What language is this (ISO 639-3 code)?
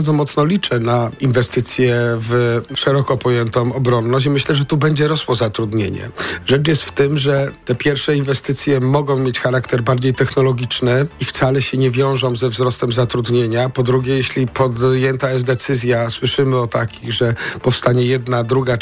pol